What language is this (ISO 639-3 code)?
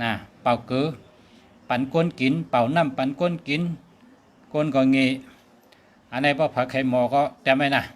shn